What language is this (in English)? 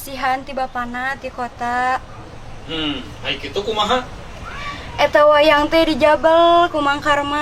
Sundanese